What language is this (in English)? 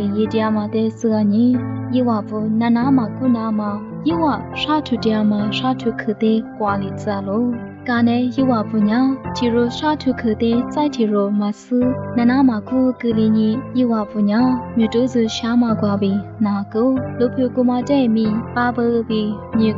Lisu